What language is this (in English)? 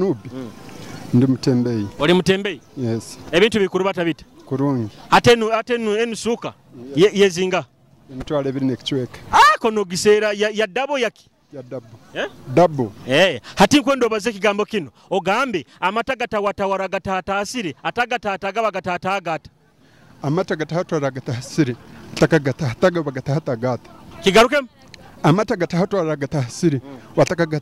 Nyoro